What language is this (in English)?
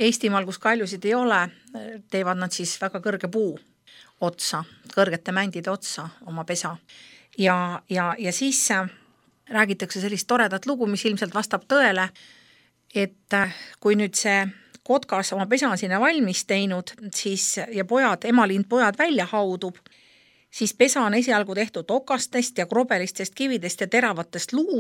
Estonian